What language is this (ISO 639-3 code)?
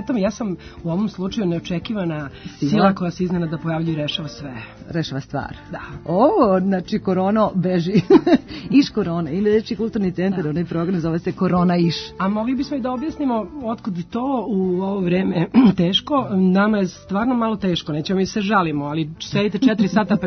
srp